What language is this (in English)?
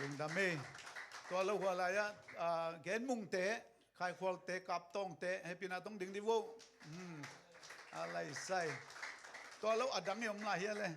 Tedim Chin